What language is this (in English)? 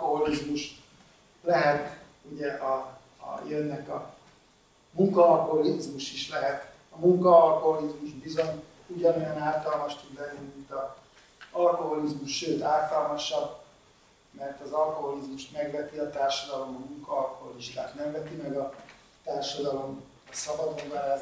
Hungarian